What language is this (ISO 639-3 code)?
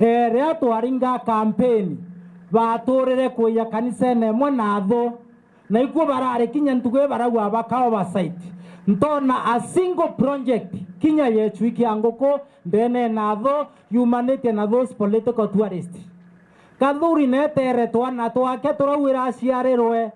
mer